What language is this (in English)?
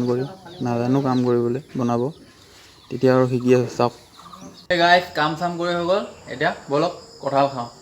Assamese